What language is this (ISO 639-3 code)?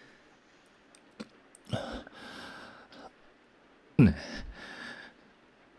jpn